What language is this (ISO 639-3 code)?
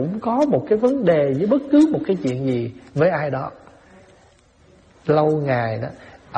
vie